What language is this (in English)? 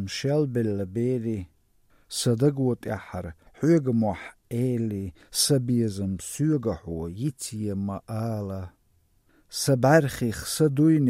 Chechen